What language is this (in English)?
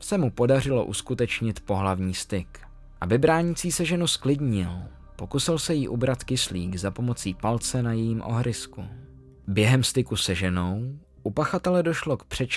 Czech